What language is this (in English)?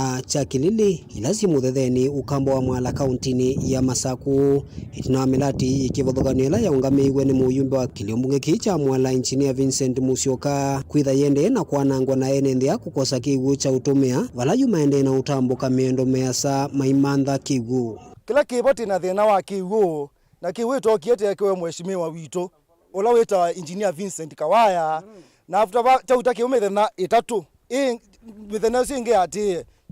Kamba